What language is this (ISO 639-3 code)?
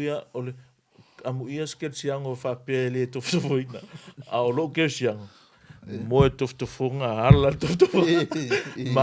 smo